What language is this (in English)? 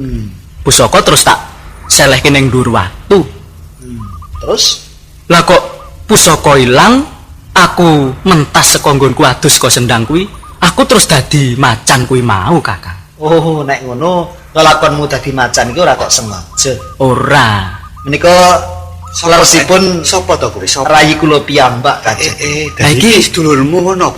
Javanese